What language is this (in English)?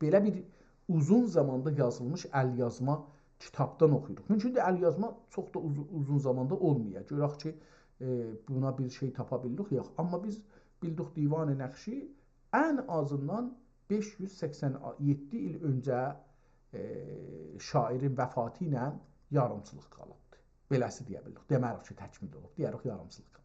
South Azerbaijani